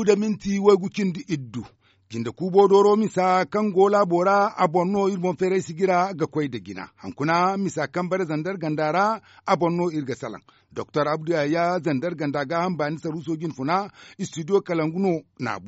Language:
Zarma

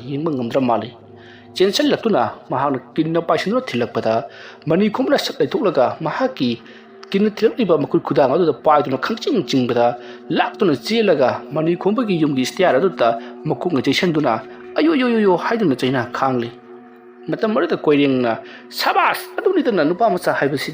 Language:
Manipuri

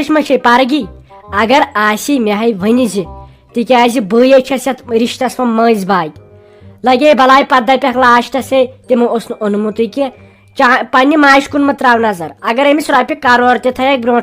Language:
Kashmiri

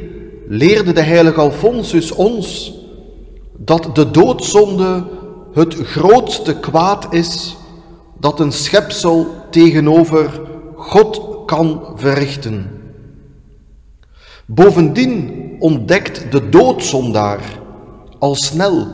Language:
Dutch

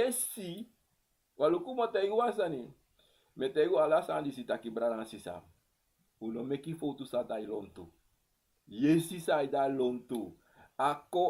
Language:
Sranan Tongo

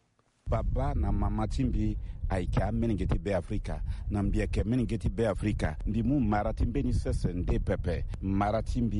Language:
Sango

